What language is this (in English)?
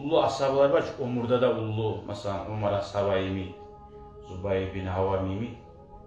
Kumyk